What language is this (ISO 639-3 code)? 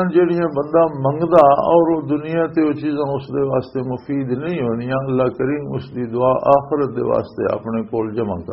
lah